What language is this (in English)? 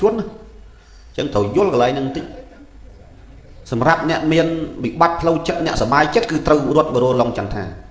Khmer